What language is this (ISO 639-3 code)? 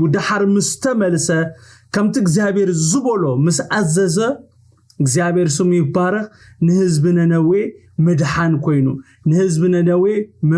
tir